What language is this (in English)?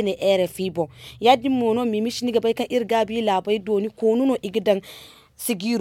Zarma